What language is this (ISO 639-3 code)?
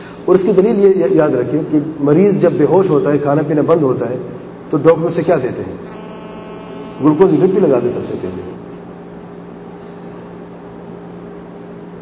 urd